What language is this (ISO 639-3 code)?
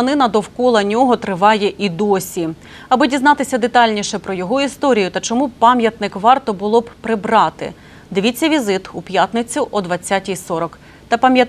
ukr